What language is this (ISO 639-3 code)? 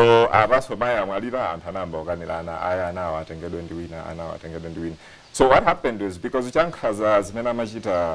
nya